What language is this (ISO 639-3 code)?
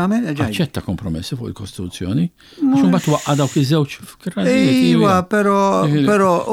mlt